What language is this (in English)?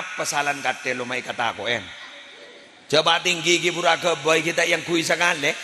Madurese